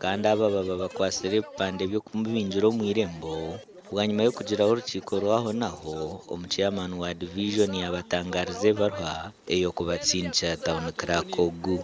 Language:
Nyankole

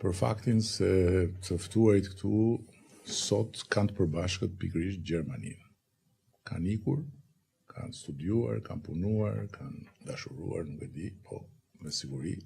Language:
Albanian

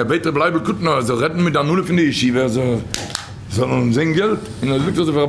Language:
Yiddish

